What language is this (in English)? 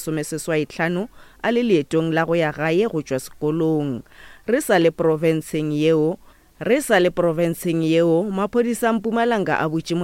Northern Sotho